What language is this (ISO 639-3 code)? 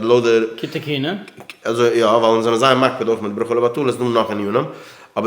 yid